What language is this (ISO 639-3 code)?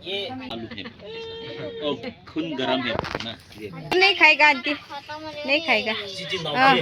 nmf